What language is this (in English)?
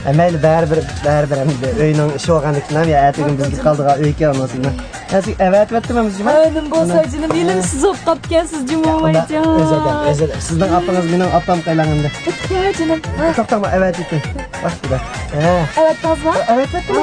Uyghur